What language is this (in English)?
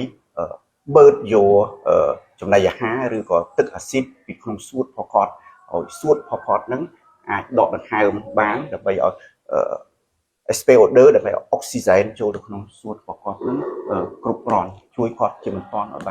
Khmer